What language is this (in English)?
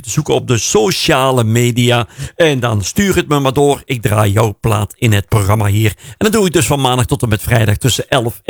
Dutch